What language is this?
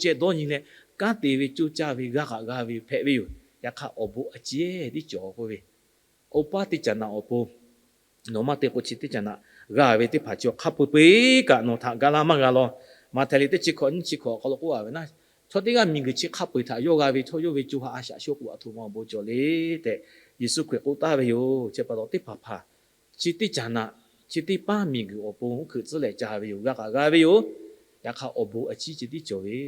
Lahu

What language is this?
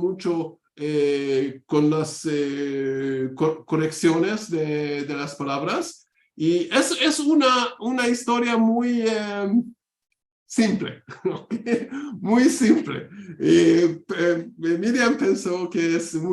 Ladino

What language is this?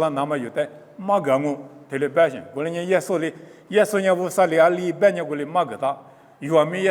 Lisu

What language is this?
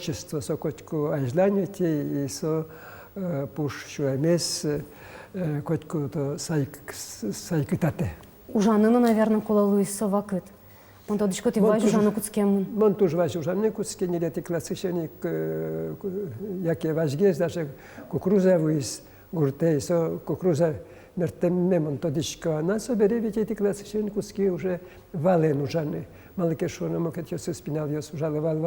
Udmurt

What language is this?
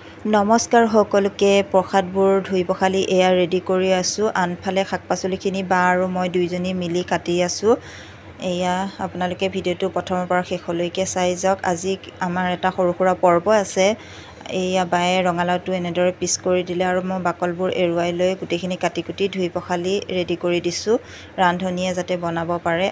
Assamese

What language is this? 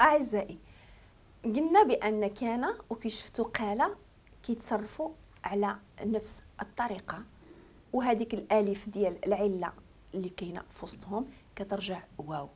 Moroccan Arabic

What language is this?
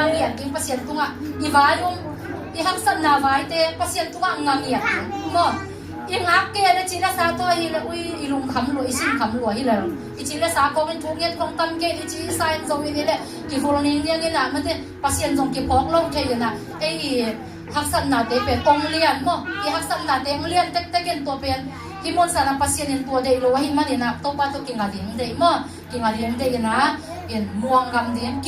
Tedim Chin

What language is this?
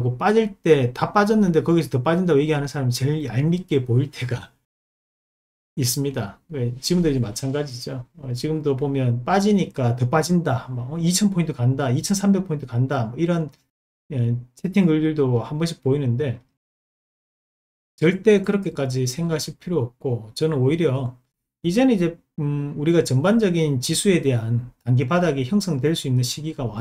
Korean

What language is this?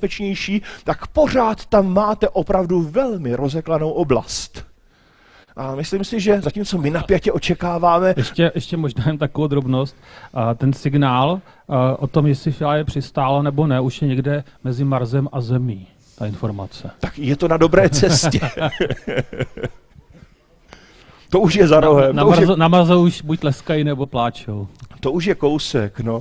Czech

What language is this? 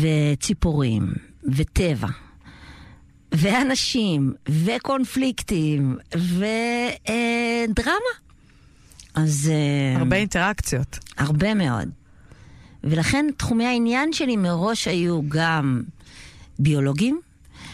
Hebrew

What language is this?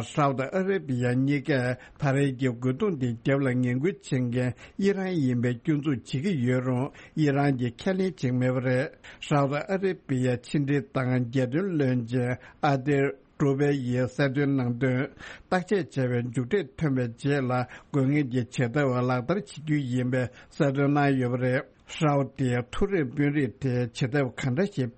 Tibetan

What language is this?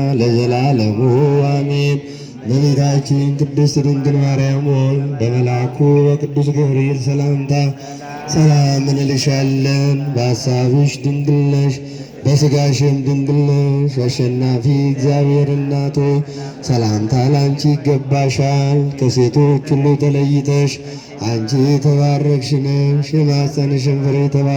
Amharic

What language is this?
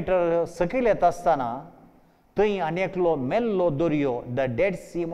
Konkani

